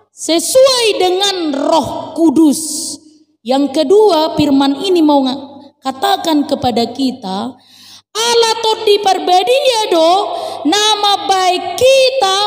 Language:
Batak Toba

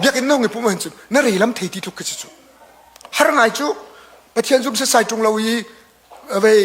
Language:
Hakha Chin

